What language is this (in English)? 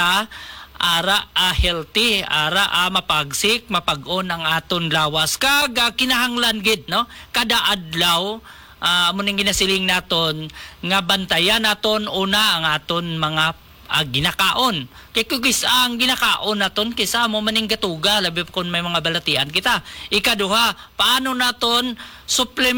Hiligaynon